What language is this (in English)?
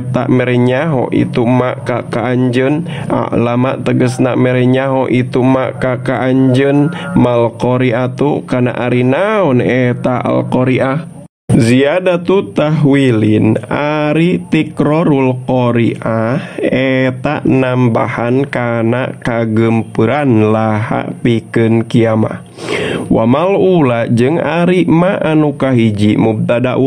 Sundanese